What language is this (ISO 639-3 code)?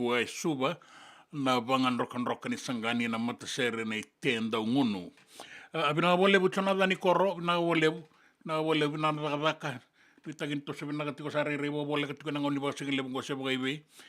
fij